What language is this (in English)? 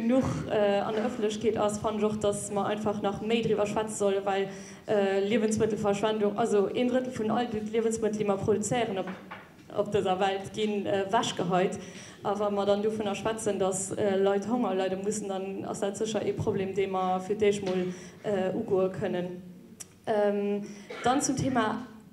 Luxembourgish